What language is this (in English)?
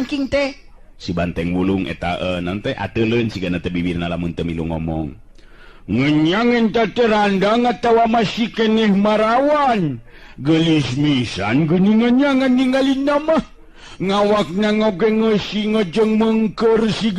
Sundanese